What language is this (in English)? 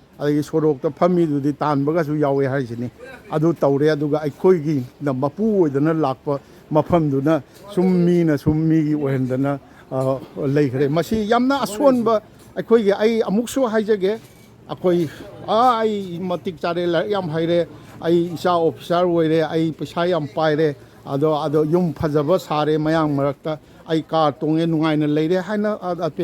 Manipuri